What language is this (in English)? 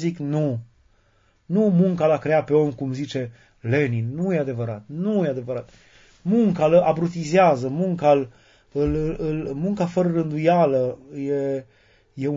Romanian